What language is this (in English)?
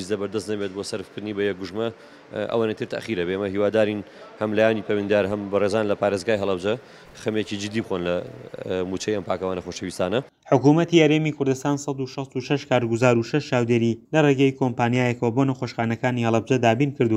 Central Kurdish